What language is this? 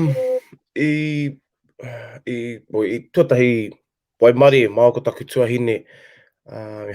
Māori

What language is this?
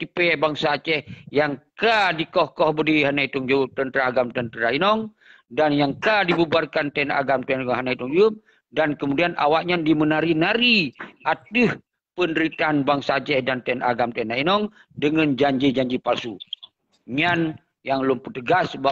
Achinese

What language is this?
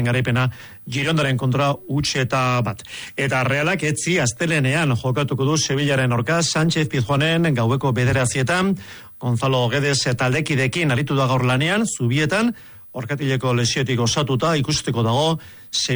Basque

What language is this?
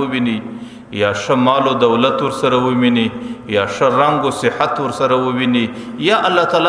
Pashto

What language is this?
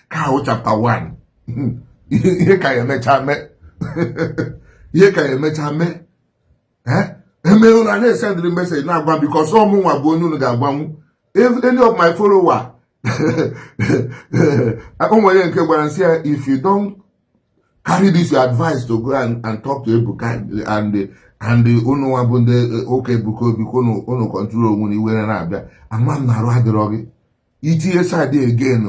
Igbo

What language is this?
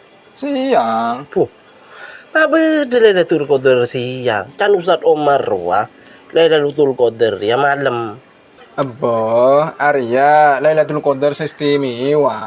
Madurese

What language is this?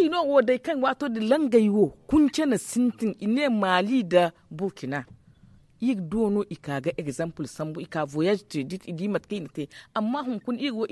Zarma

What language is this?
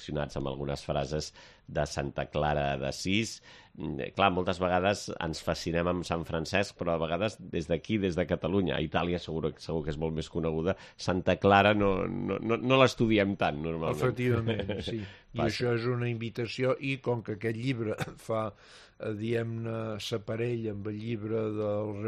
Catalan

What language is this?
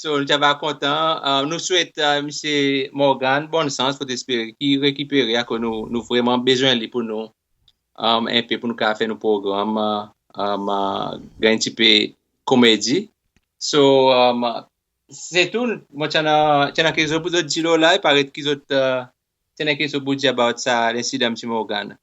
Seselwa Creole French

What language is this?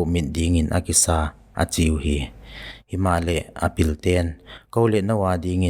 Paite Chin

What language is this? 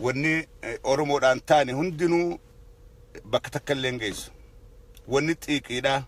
Oromo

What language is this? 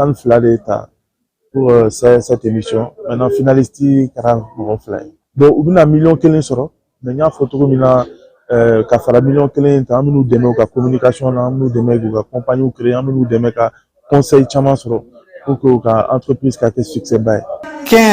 Bambara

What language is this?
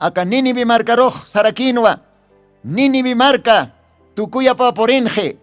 Aymara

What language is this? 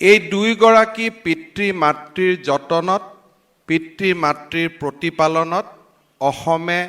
Assamese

